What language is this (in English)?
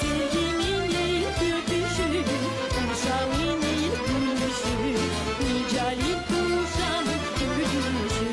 Gagauz